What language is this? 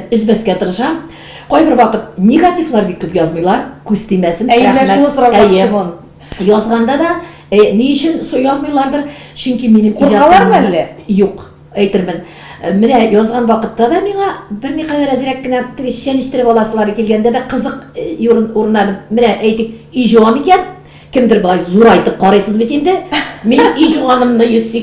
Tatar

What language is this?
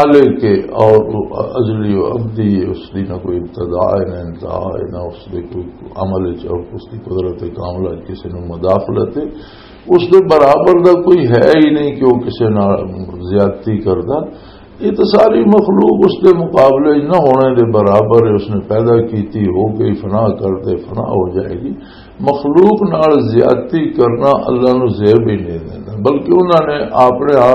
Western Panjabi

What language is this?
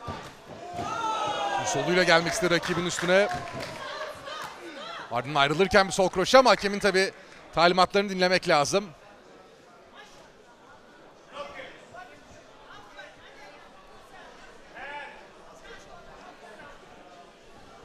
Turkish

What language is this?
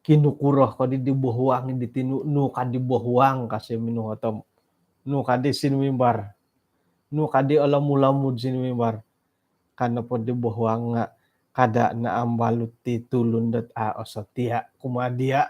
Central Dusun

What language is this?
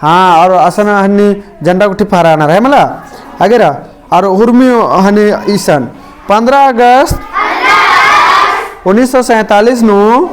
Kurukh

